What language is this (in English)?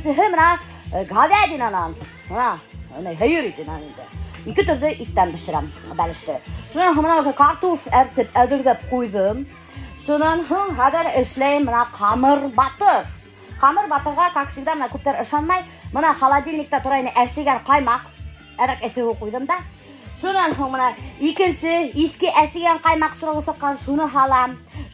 Bashkir